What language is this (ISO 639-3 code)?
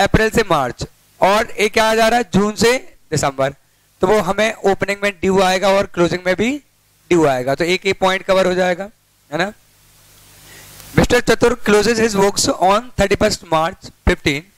hin